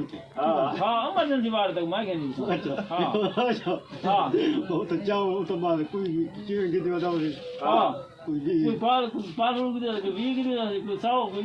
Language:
Saraiki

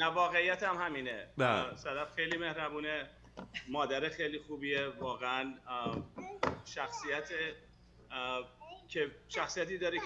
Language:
Persian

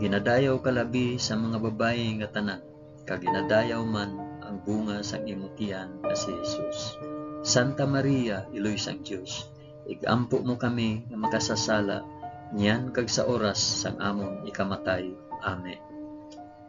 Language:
Hiligaynon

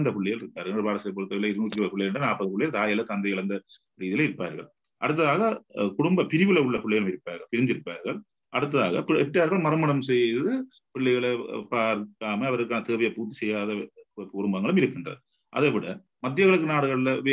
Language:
Tamil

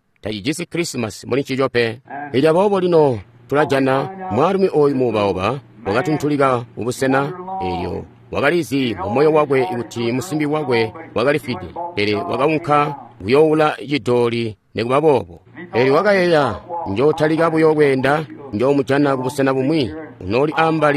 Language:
Tonga (Zambia)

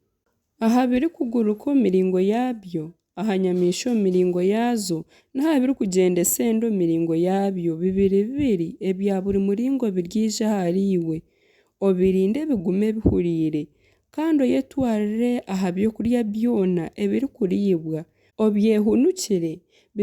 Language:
Nyankole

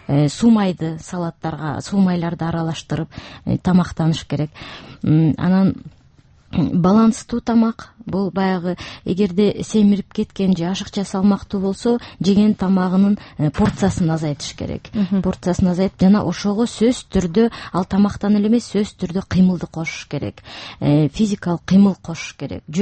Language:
Kyrgyz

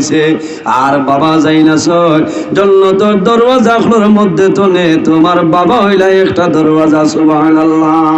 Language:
Sylheti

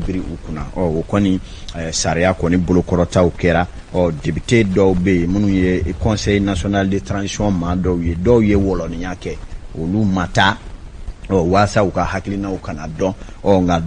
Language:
Bambara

